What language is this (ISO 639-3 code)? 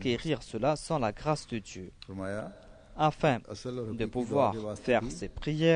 fra